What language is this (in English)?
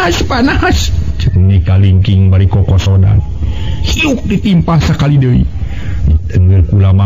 Sundanese